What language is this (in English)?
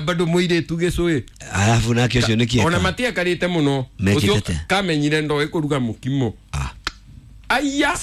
Kikuyu